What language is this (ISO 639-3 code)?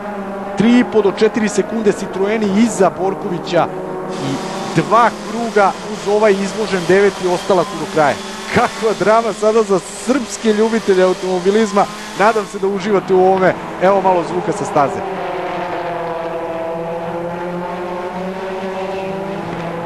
srp